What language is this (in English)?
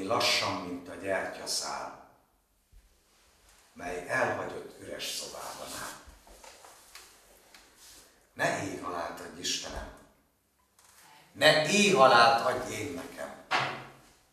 Hungarian